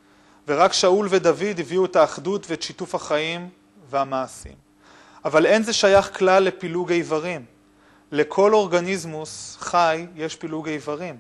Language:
Hebrew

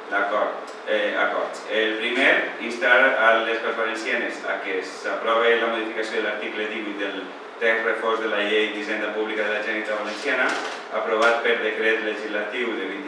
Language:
Catalan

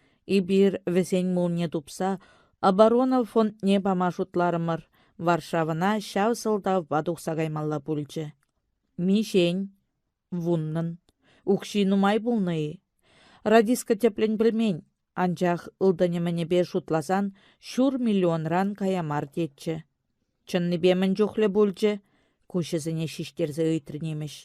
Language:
Chuvash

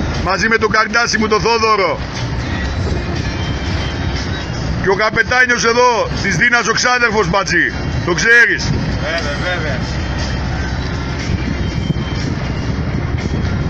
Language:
Greek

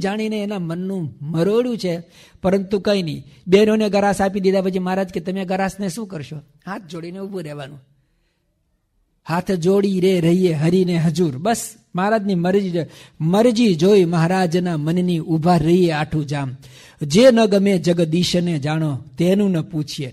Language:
Gujarati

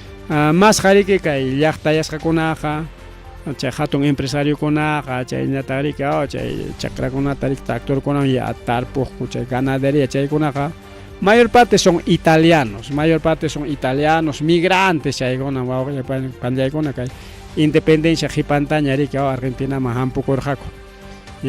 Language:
Ayacucho Quechua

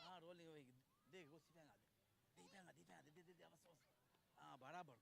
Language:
Divehi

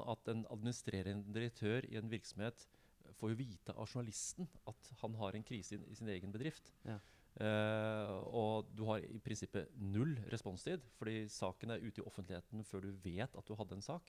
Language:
Norwegian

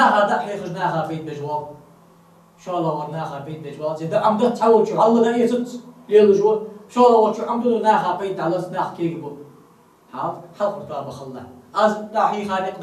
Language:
Ingush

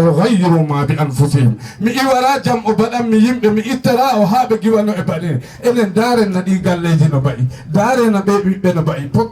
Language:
Fula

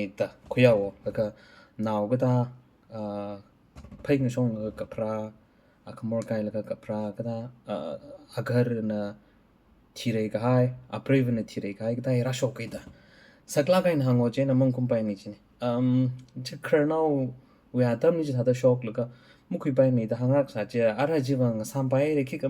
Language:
Tangkhul Naga (India)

